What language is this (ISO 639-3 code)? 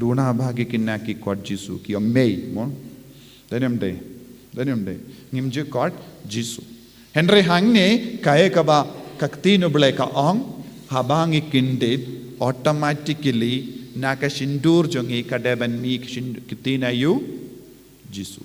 kha